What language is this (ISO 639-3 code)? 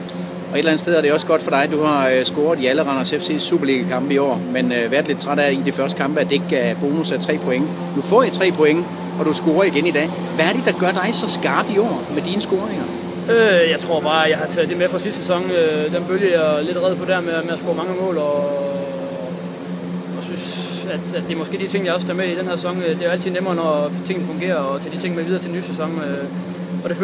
dan